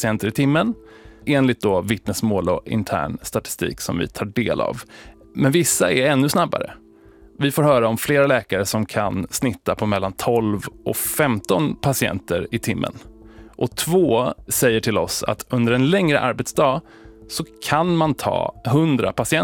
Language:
Swedish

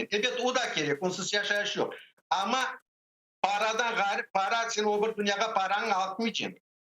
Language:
Crimean Tatar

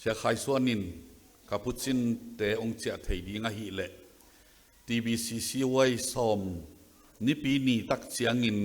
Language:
Tedim Chin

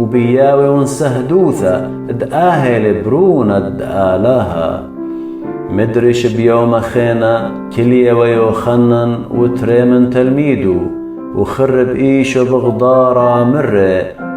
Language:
Assyrian Neo-Aramaic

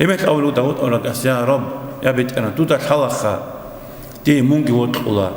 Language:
Avaric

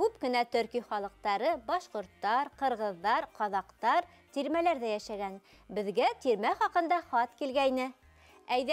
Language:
Bashkir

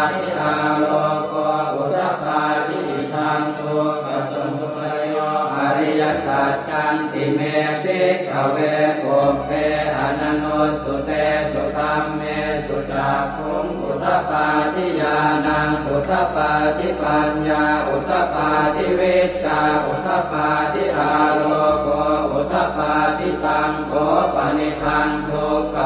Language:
Pali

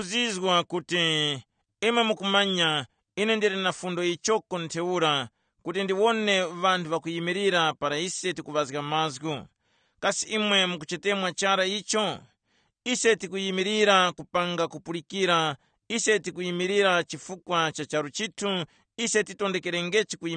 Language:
Tumbuka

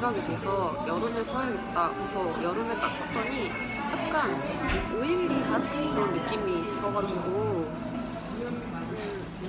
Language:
Korean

